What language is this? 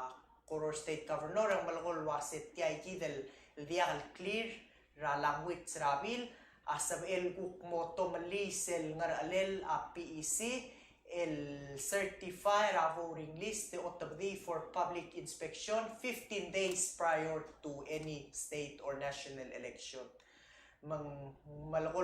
Palauan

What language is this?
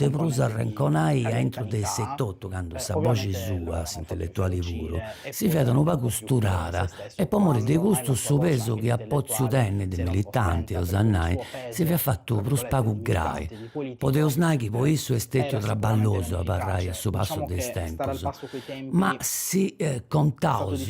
Sardinian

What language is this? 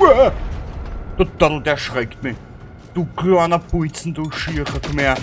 Bavarian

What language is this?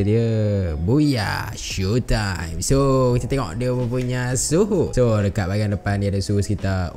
Malay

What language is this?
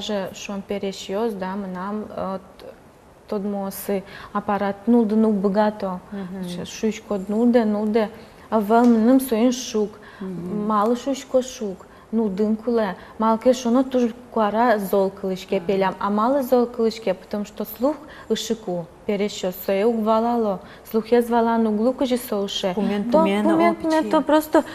Udmurt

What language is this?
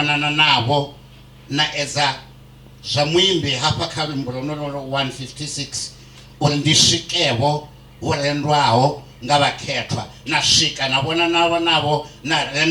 Venda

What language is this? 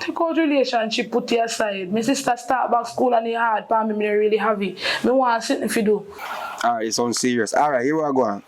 Jamaican Creole English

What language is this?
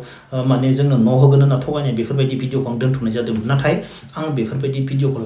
Bodo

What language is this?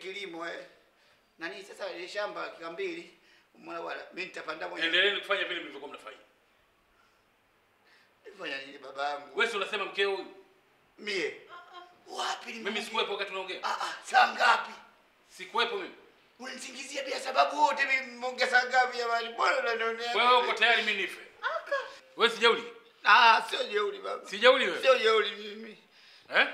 Swahili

